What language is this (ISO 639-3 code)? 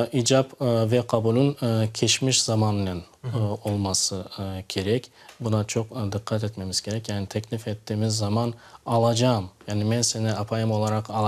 crh